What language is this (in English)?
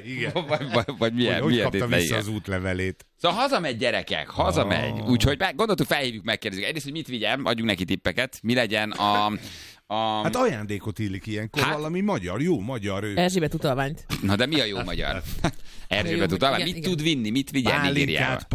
Hungarian